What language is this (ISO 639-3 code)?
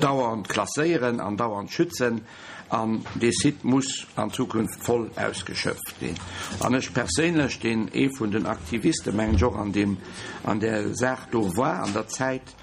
ltz